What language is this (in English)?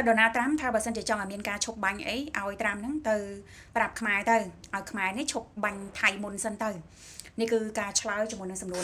Khmer